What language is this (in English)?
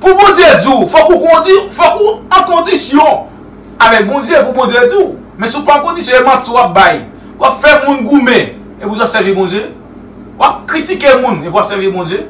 Haitian Creole